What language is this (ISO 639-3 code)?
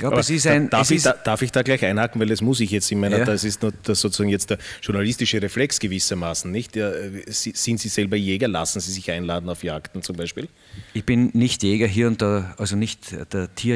deu